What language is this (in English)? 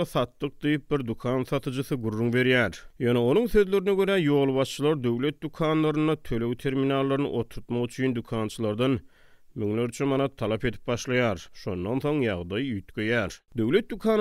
Turkmen